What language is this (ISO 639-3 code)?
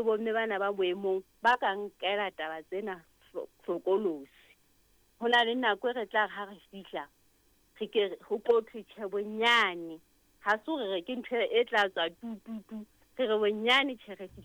sot